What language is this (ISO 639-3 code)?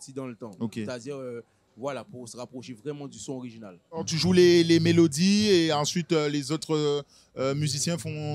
fra